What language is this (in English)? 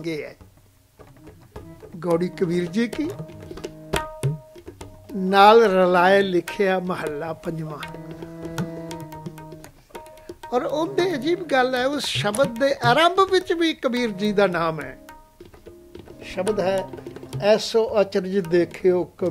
Punjabi